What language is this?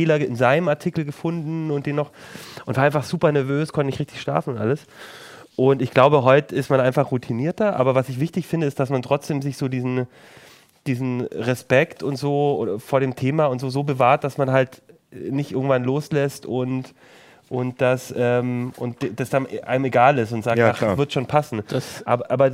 German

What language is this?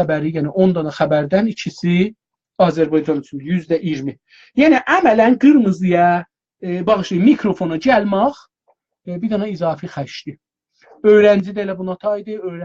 South Azerbaijani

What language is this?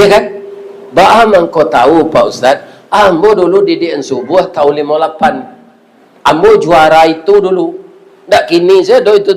Minangkabau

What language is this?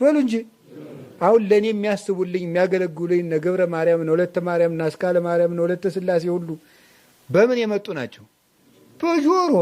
Amharic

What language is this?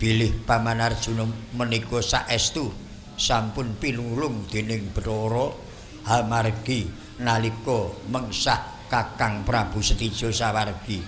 Javanese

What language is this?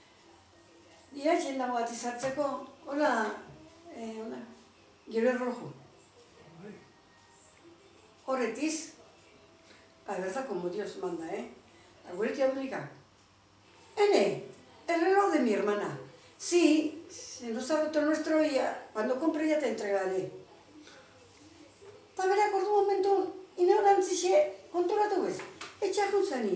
Basque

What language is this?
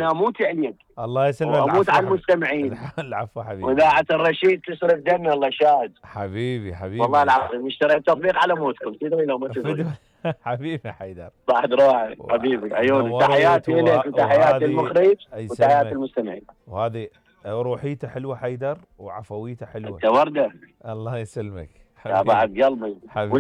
Mesopotamian Arabic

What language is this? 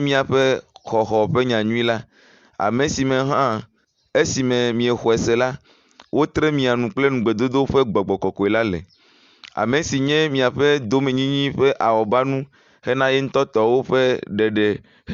Ewe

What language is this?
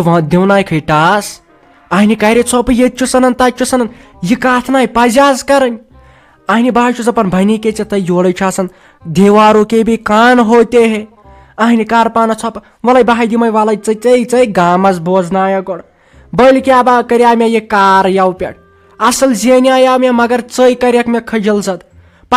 Kashmiri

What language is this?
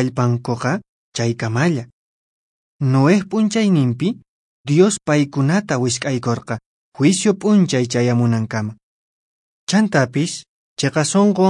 Quechua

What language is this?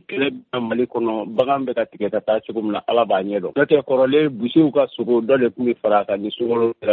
Bambara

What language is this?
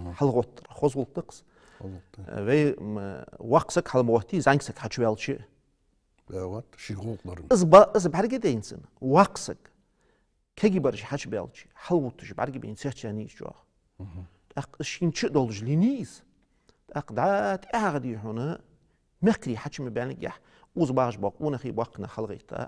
Ingush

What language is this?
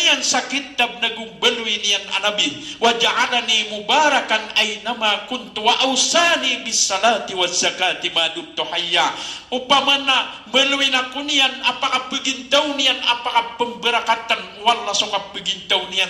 Maranao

